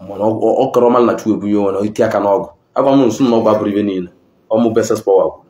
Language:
Igbo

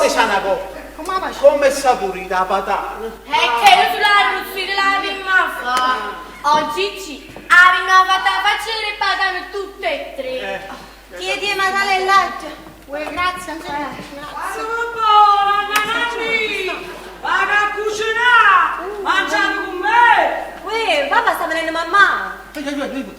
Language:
Neapolitan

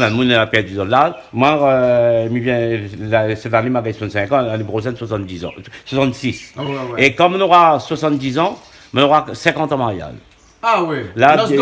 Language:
Réunion Creole French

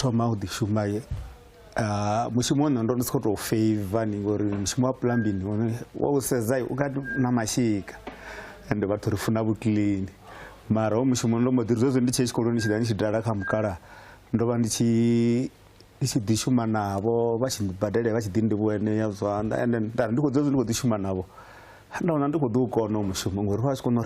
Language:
Venda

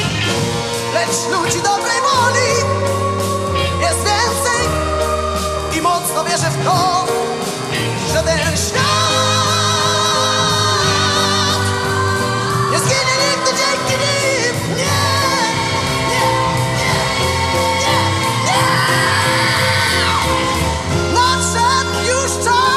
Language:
Polish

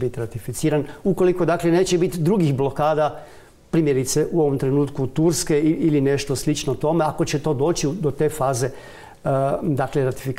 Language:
Croatian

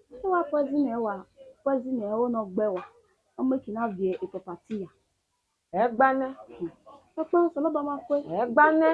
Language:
Bini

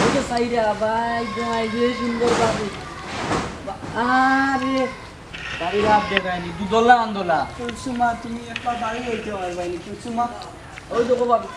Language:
Sylheti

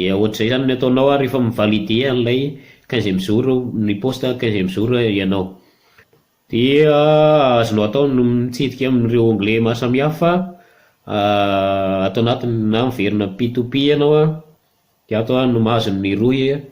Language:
Malagasy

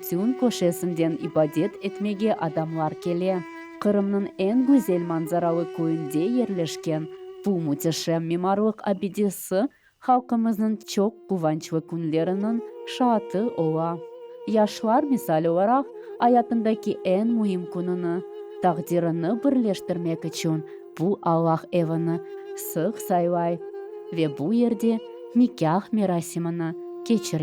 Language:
Crimean Tatar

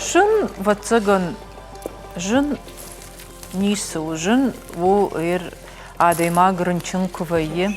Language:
Ossetic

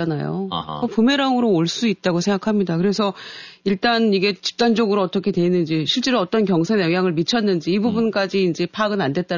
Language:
Korean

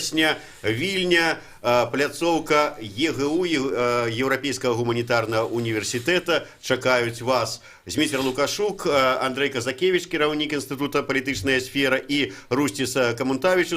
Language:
Belarusian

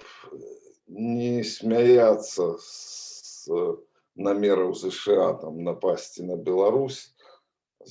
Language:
Belarusian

